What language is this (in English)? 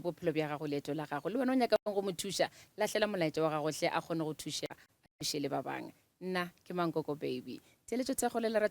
Northern Sotho